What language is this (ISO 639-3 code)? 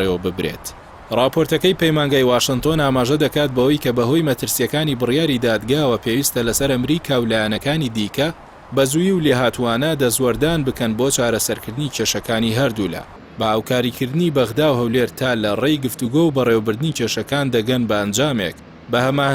ckb